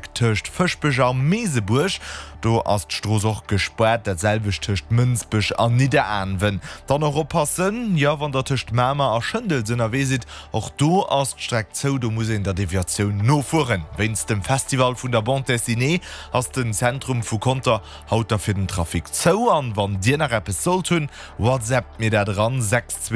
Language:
Luxembourgish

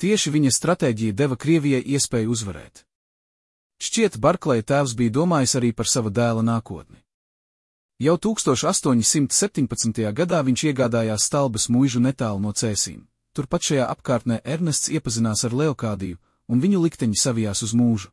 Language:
Latvian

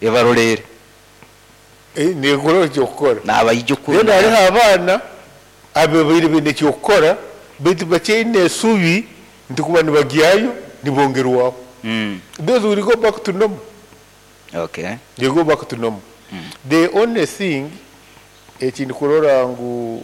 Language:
Nyankole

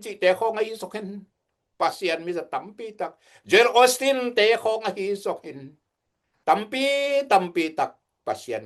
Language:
Tedim Chin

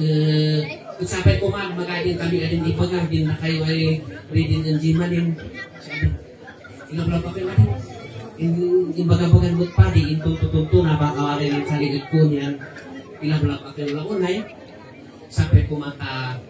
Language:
Kankanaey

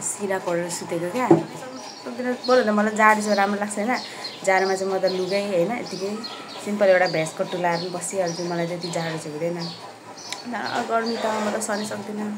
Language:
Nepali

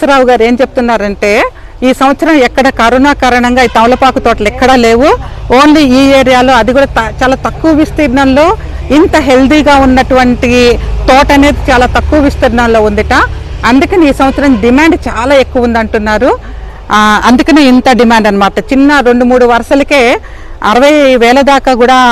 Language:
Telugu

